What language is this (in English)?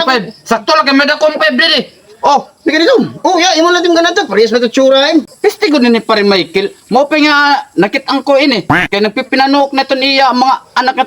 Waray